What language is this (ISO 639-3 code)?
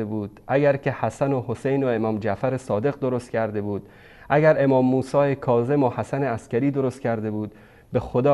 fas